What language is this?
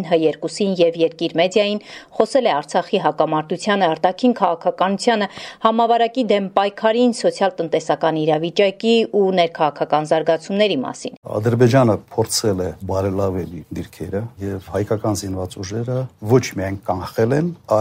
Armenian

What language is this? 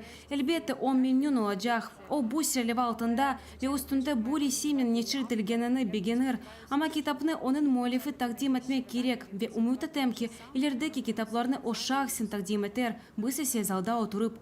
Crimean Tatar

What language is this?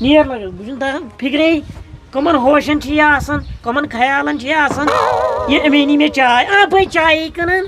Kashmiri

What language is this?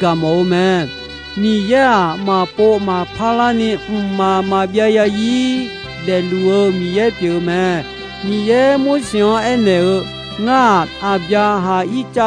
Akha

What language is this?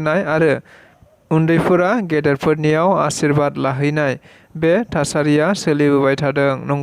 Bodo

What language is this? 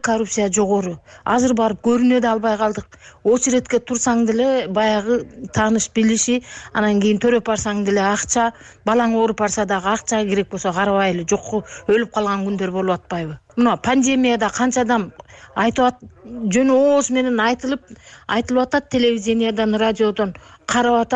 Kyrgyz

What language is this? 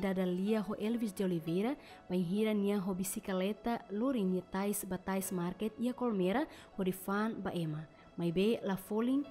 Tetum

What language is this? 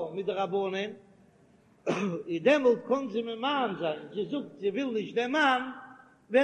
Yiddish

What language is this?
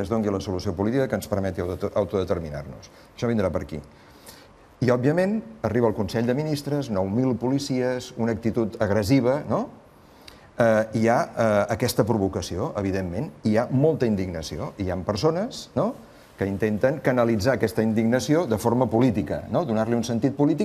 Catalan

